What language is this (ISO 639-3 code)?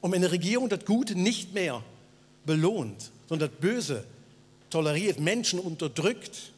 gsw